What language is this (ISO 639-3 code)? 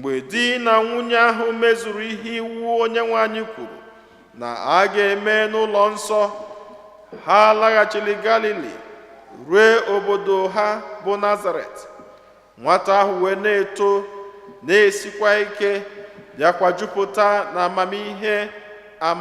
ibo